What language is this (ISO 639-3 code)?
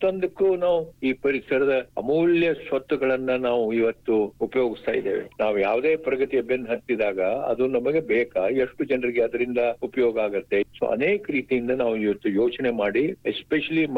kan